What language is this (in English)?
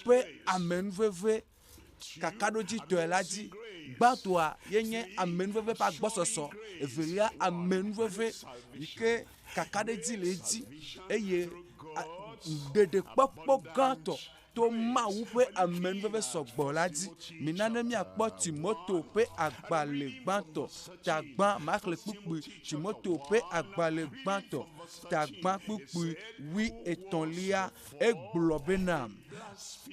Ewe